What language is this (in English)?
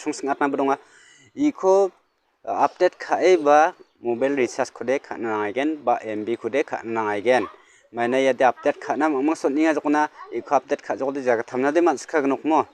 Garo